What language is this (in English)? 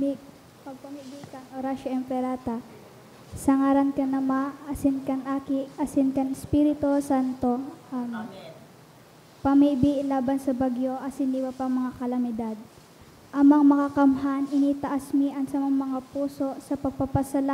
Bikol